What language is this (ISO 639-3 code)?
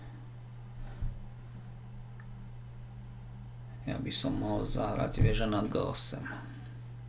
slk